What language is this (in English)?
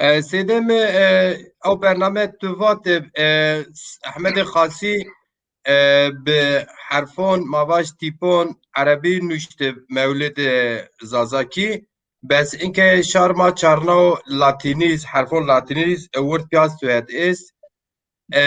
Zaza